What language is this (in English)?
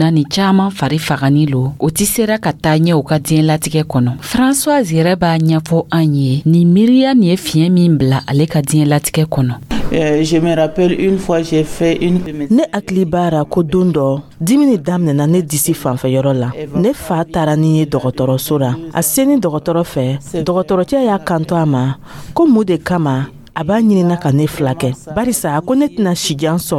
Dyula